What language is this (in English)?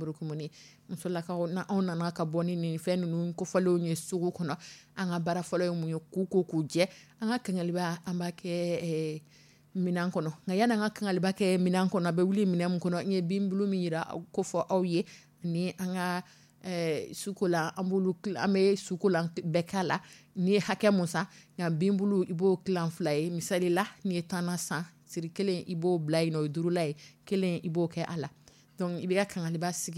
Dyula